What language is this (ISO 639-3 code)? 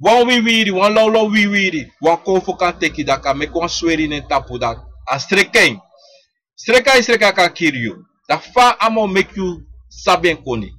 srn